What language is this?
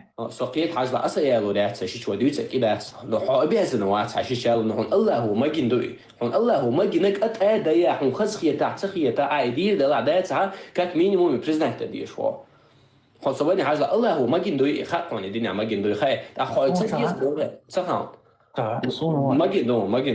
Chechen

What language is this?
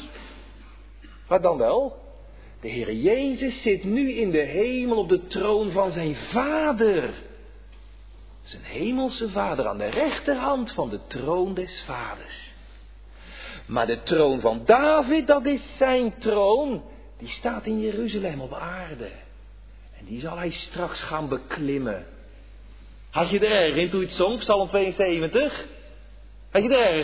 Dutch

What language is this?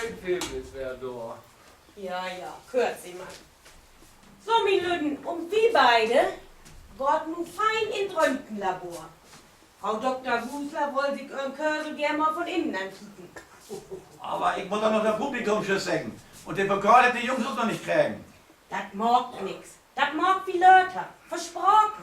Low German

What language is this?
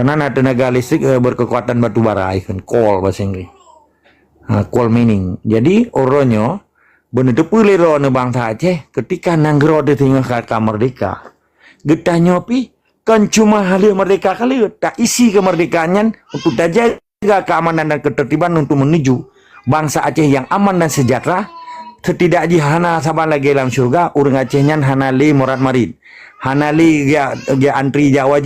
Achinese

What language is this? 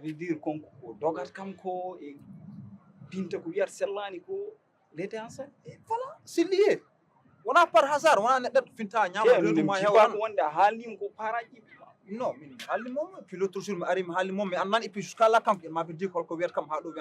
Fula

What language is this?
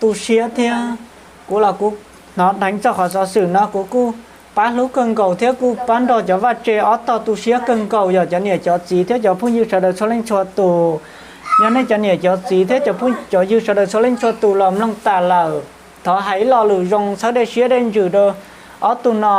Hmong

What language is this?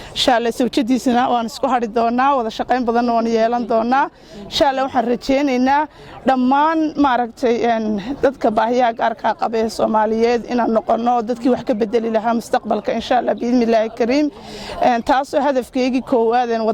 Somali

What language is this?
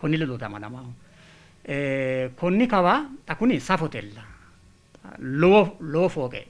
Sidamo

